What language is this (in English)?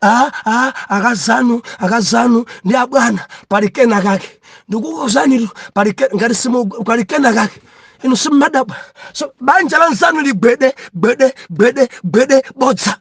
Nyanja